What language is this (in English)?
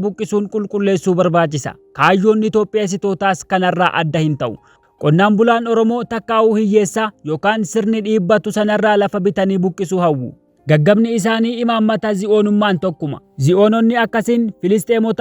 Oromo